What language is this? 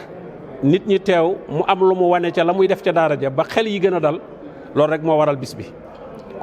Wolof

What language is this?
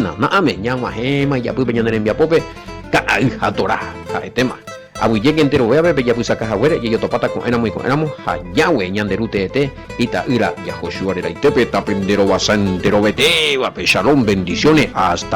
Guarani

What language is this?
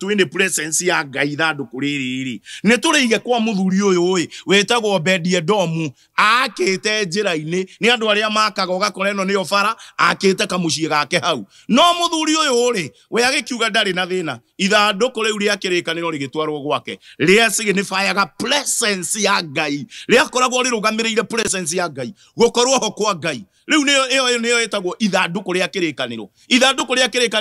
Kikuyu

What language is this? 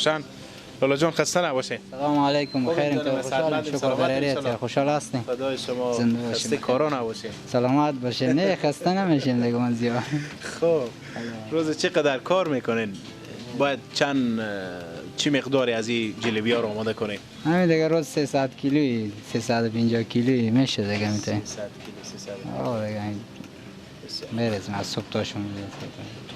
Persian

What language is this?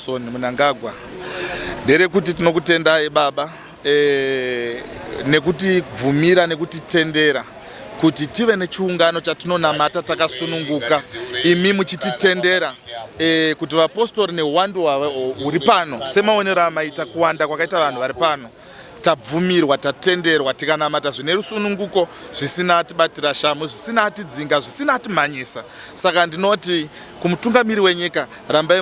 Shona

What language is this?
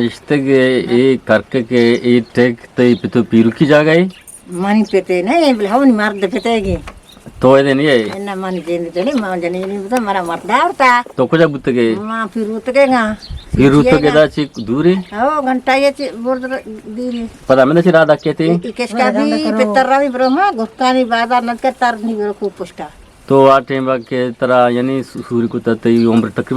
Eastern Balochi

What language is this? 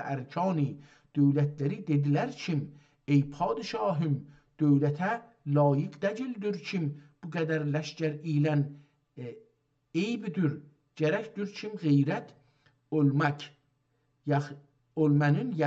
South Azerbaijani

